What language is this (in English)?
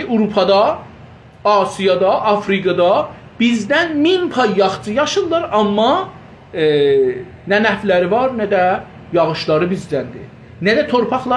South Azerbaijani